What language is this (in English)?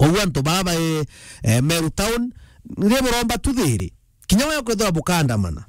Meru